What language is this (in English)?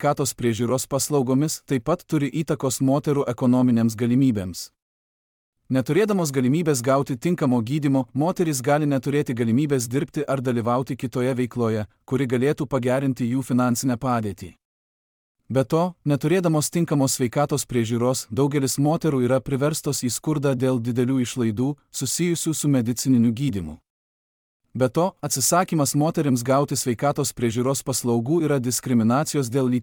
Lithuanian